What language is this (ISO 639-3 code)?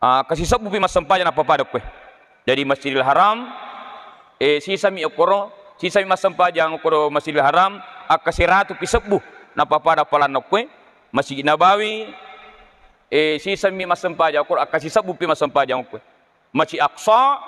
bug